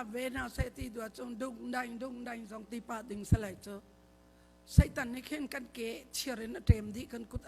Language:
Hakha Chin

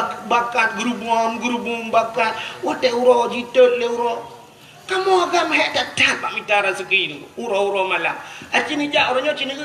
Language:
Achinese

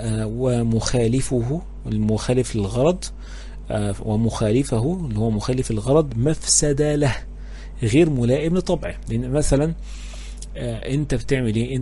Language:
Egyptian Arabic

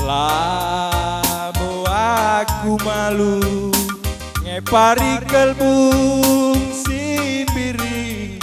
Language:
Batak Karo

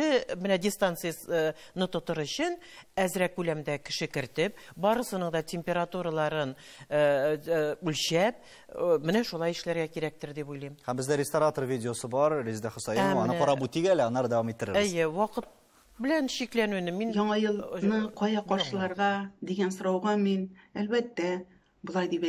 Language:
Tatar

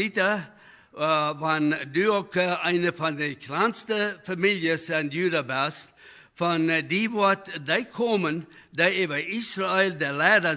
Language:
Plautdietsch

